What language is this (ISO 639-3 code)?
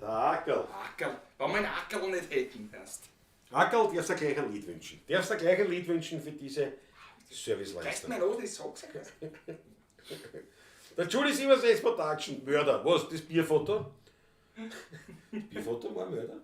bar